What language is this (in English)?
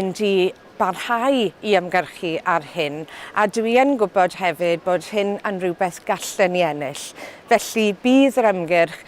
Welsh